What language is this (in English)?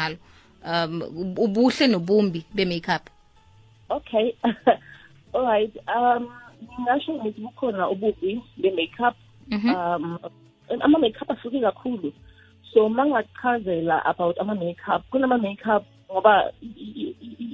South Ndebele